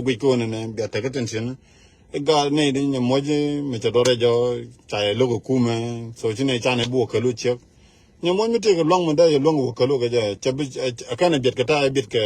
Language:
Nuer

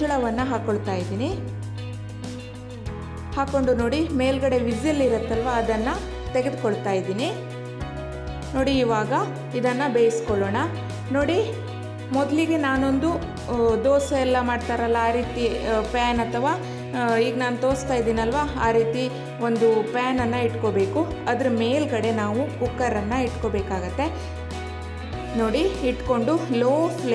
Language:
Kannada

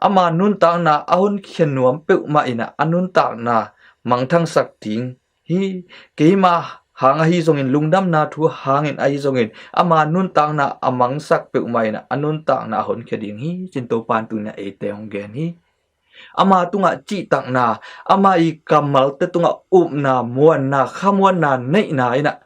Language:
Tedim Chin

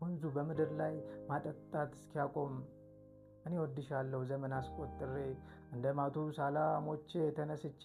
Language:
Amharic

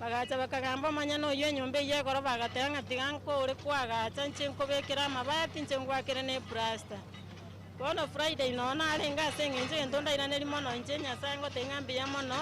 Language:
Gusii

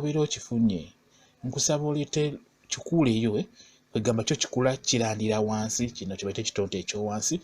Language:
Ganda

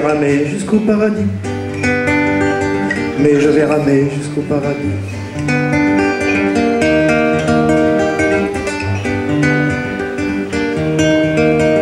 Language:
French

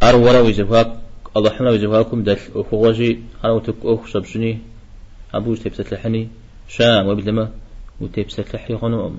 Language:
Kabardian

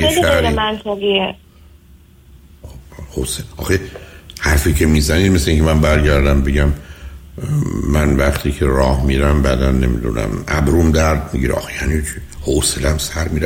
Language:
Persian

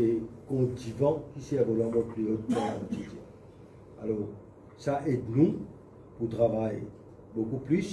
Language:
Morisyen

